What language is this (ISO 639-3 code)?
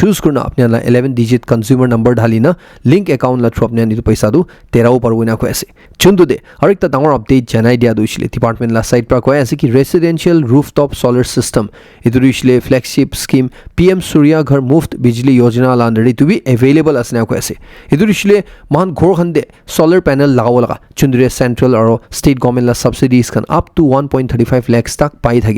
nag